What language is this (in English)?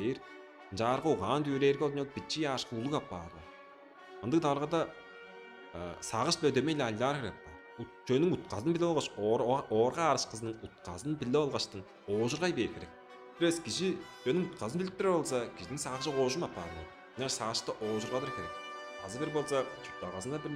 Tuvinian